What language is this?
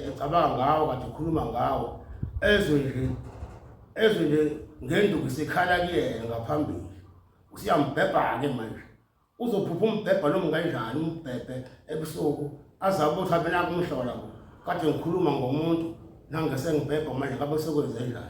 Zulu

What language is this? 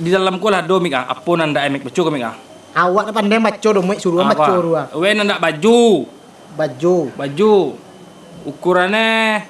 Minangkabau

